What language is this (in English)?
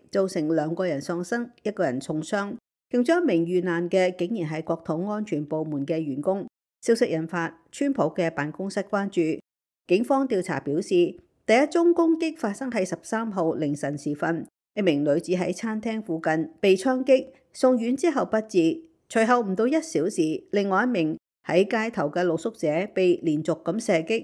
Cantonese